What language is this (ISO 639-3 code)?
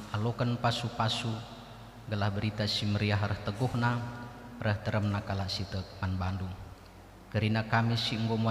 btx